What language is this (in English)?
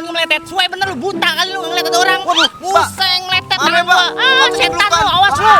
Betawi